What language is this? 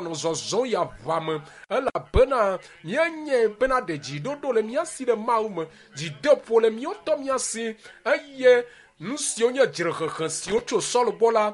Ewe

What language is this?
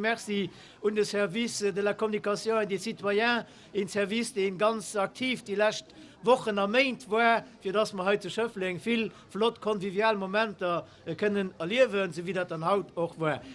Luxembourgish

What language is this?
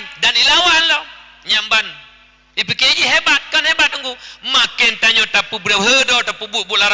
Achinese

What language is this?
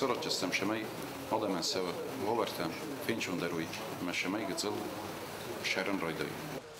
Ossetic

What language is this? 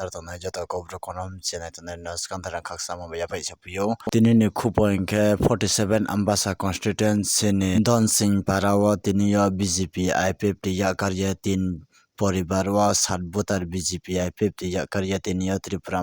Kok Borok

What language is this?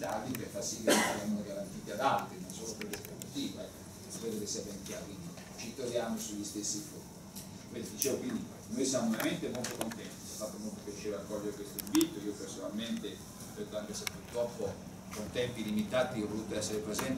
Italian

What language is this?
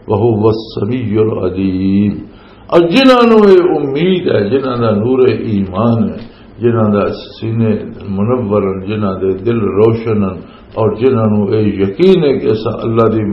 Western Panjabi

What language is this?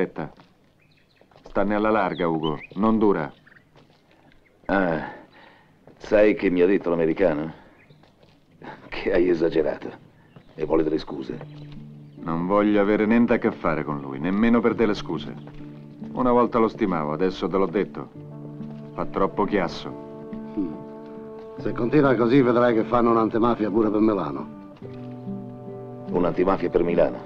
Italian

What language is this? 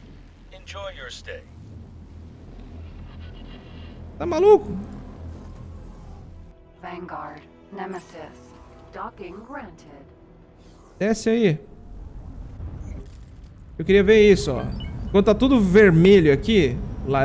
Portuguese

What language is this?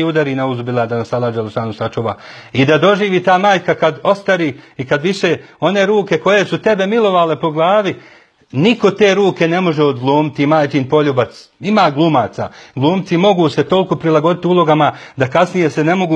Bosnian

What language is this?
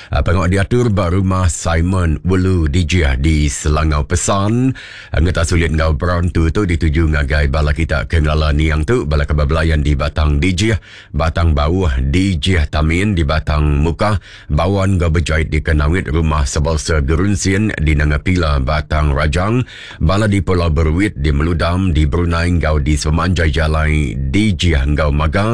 Iban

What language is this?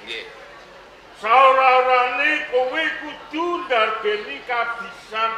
Javanese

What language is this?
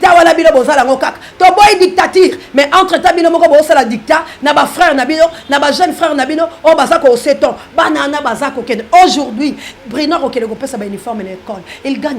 Lingala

